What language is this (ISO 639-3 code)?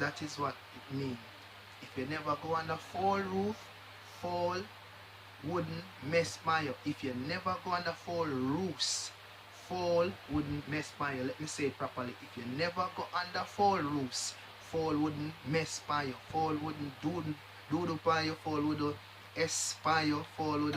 jam